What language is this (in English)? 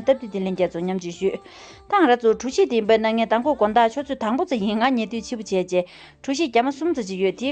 Tibetan